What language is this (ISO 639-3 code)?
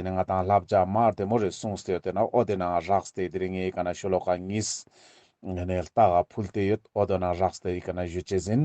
lbj